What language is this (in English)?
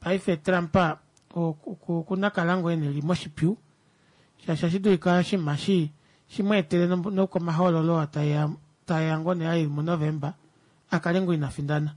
Kuanyama